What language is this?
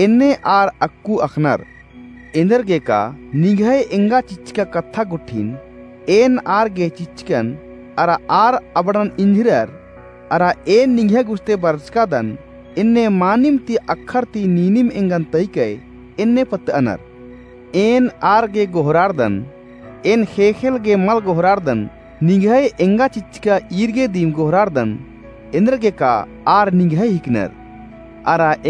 Kurukh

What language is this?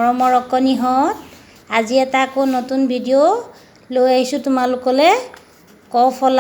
Assamese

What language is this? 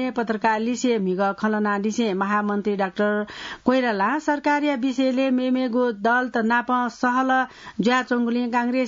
Newari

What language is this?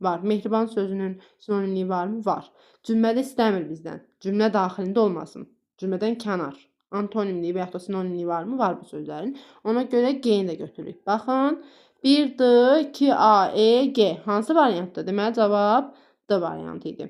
Azerbaijani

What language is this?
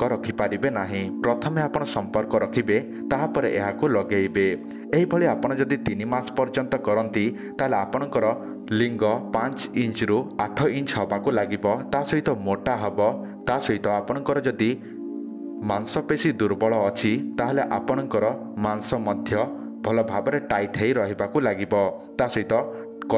Odia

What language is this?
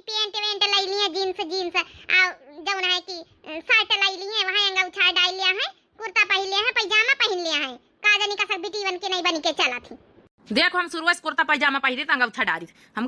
Awadhi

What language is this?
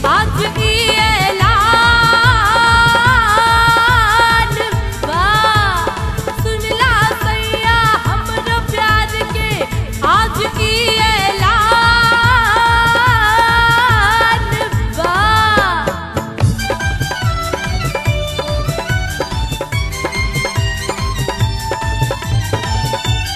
Bhojpuri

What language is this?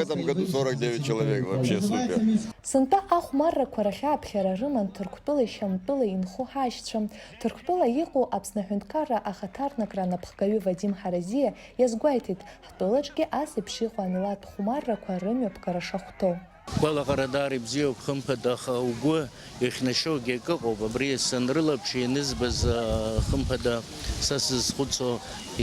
Abkhazian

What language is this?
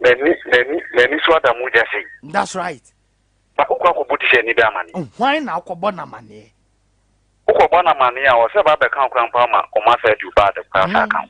Akan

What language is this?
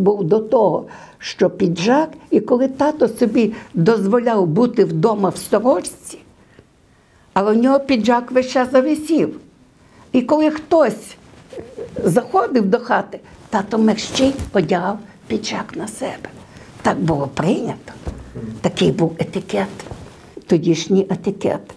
Ukrainian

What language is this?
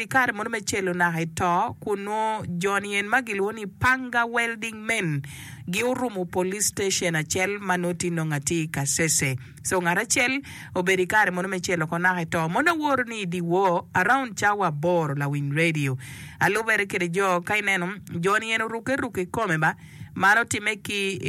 Acoli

